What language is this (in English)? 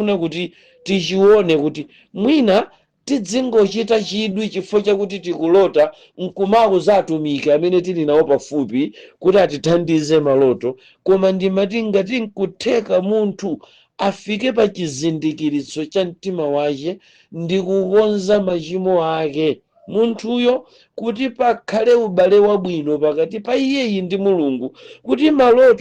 Nyanja